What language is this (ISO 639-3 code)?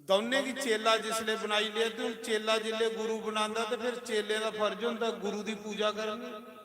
doi